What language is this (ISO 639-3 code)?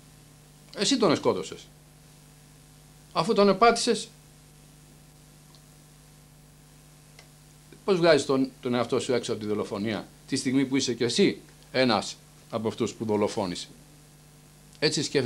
ell